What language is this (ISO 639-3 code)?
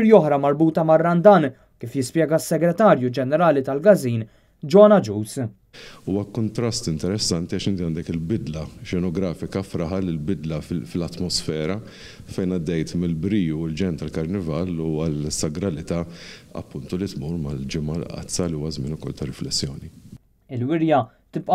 mlt